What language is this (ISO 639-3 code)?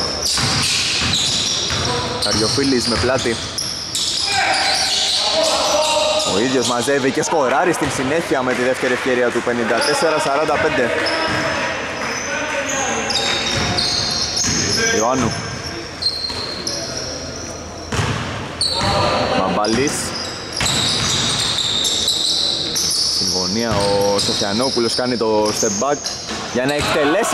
ell